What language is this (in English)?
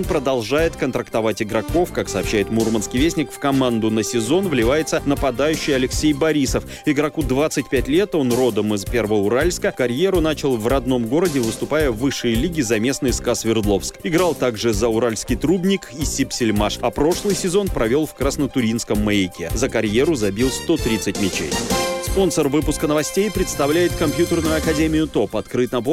Russian